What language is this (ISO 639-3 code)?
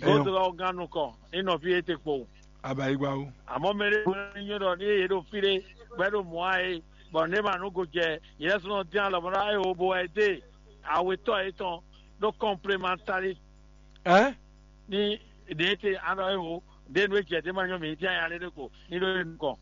fon